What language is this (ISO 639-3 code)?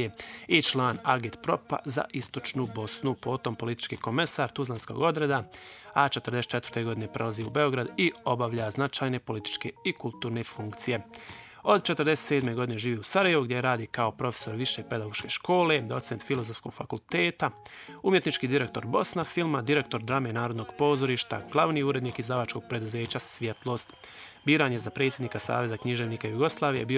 bos